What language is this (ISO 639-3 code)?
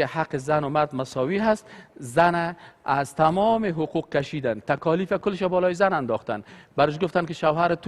fas